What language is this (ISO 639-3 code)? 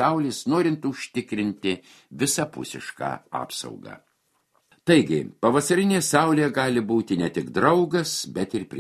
lit